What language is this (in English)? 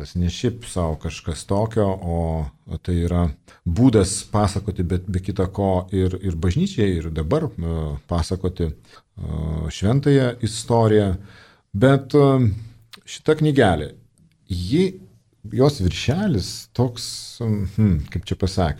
Lithuanian